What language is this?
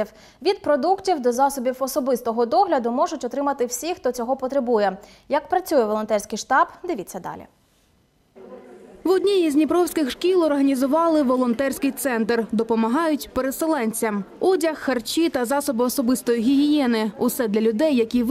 Ukrainian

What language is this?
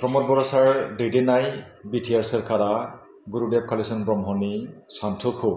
Bodo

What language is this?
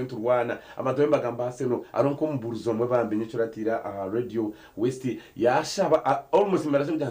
Nyankole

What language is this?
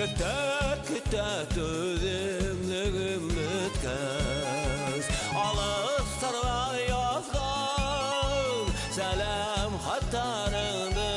Bashkir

